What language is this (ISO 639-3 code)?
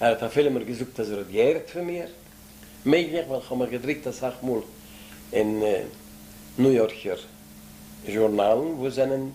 yid